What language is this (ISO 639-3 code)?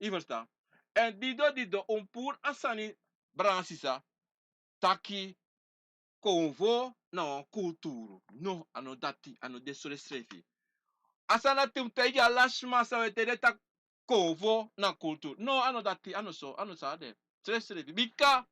srn